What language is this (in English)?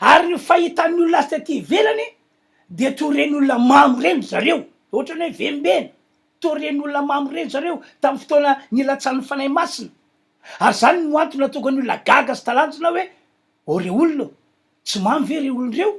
Malagasy